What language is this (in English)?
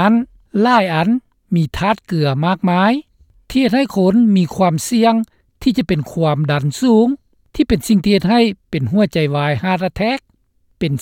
Lao